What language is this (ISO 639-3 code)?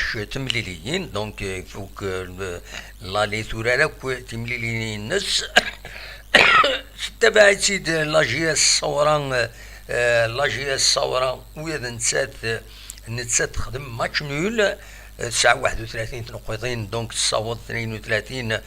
kab